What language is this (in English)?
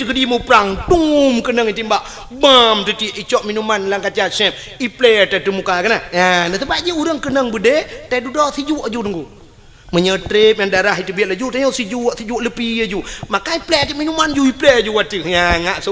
Achinese